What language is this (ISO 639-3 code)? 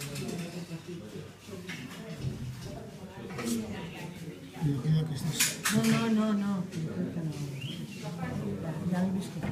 cat